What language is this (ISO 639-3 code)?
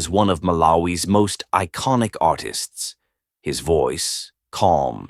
eng